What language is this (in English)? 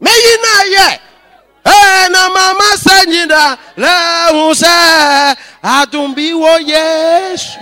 Akan